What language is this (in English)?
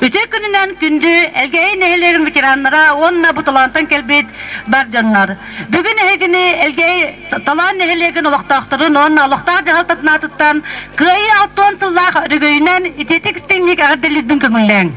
Yakut